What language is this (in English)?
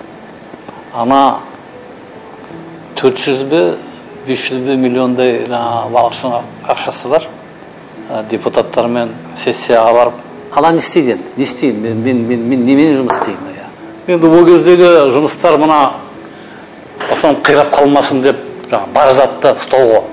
Kazakh